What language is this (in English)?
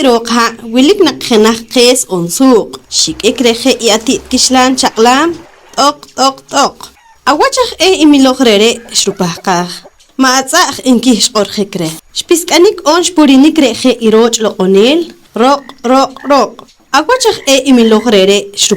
Poqomchi'